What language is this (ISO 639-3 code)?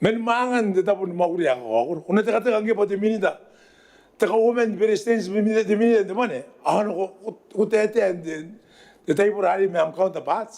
gil